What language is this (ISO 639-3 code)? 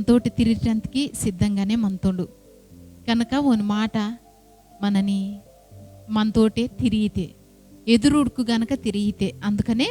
kff